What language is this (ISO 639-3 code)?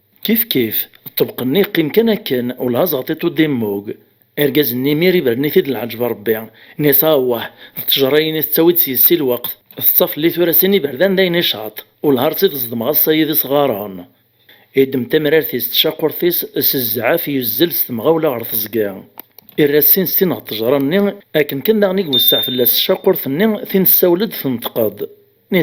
kab